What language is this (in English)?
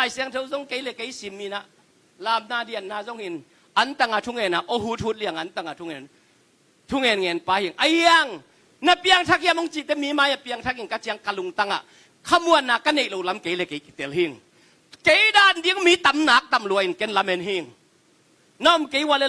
Tedim Chin